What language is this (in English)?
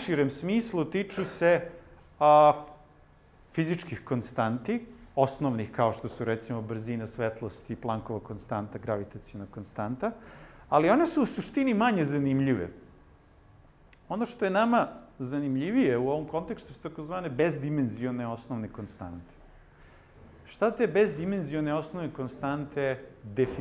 Serbian